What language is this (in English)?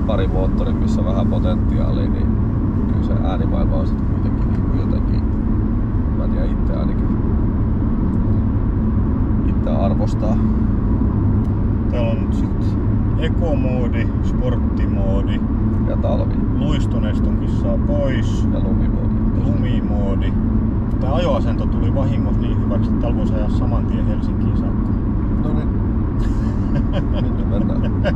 Finnish